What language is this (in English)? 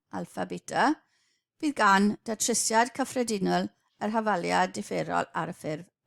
Welsh